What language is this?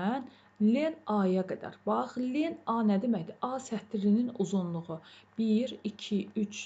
Azerbaijani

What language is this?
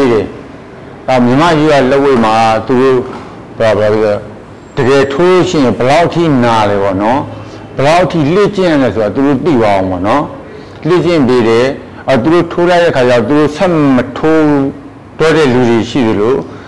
Burmese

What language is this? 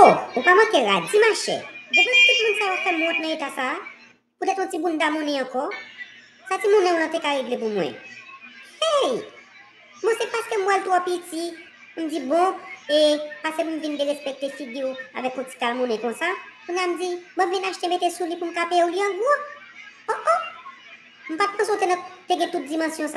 Haitian Creole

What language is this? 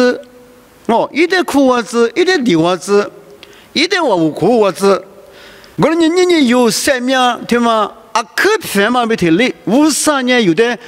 Lisu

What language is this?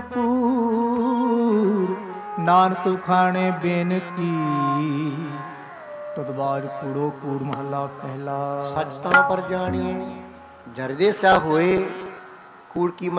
Punjabi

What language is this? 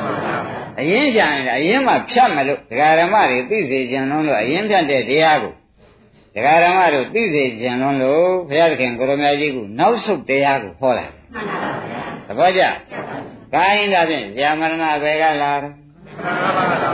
Burmese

